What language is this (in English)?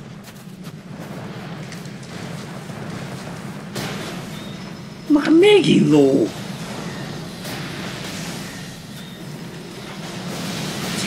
Hungarian